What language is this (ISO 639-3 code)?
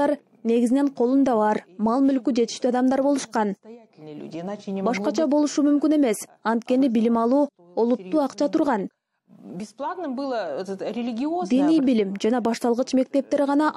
kir